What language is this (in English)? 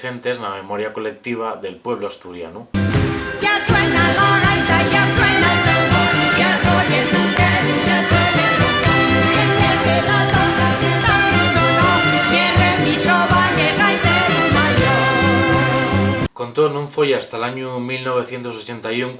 Asturian